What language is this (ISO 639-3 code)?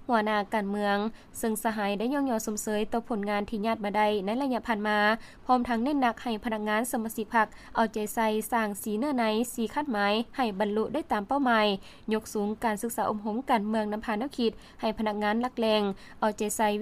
lao